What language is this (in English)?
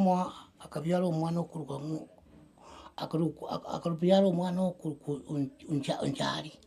Gusii